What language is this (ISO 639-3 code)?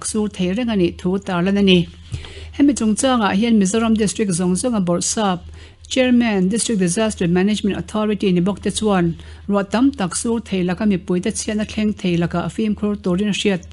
lus